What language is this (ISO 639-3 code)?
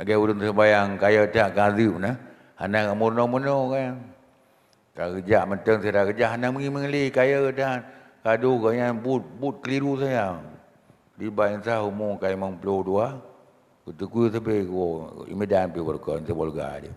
ace